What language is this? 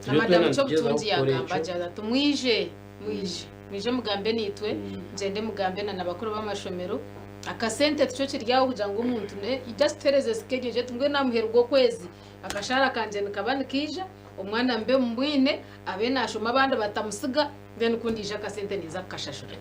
Nyankole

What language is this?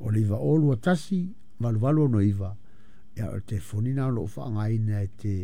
Samoan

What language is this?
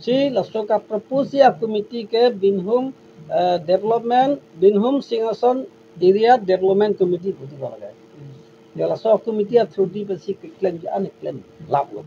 Karbi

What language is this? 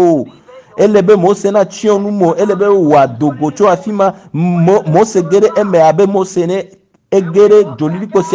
Ewe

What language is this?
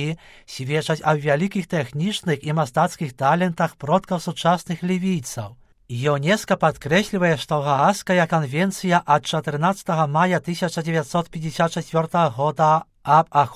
Belarusian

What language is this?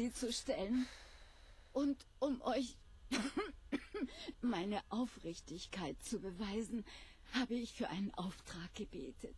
Swiss German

